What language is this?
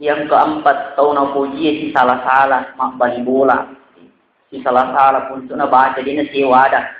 Buginese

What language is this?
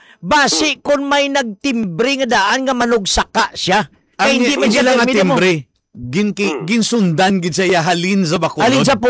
Hiligaynon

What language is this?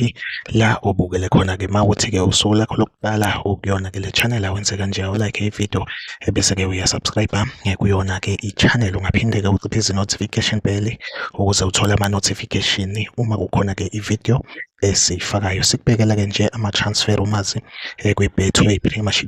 Zulu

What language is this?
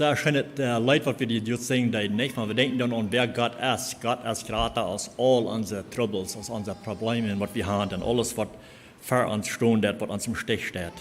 Plautdietsch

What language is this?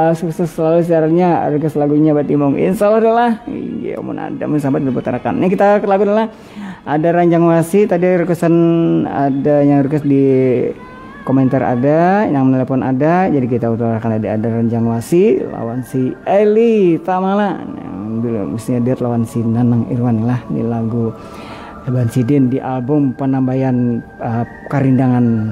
Banjar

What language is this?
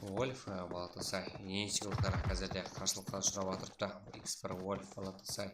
Kara-Kalpak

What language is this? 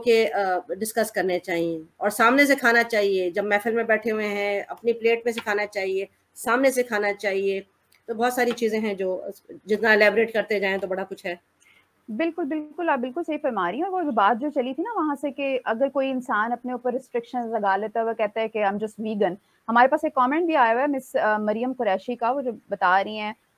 Urdu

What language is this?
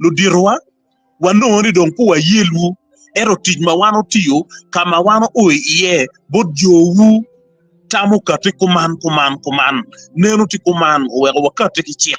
Acoli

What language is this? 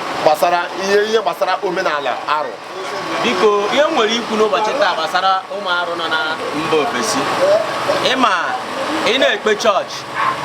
Igbo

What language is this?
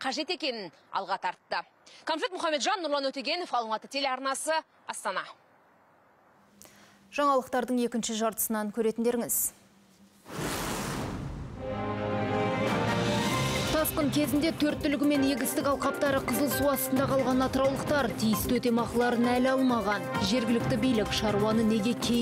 Kazakh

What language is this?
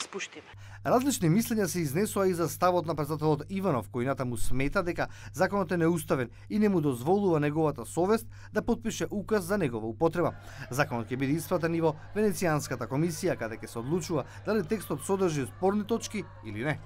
Macedonian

